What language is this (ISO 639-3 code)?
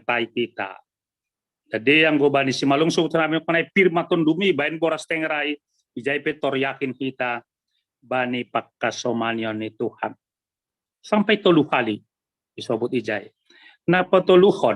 bts